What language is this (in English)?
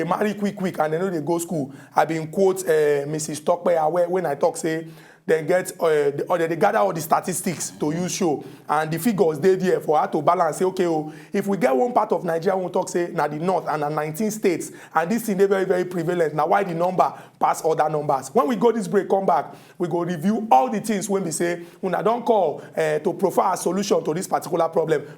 Nigerian Pidgin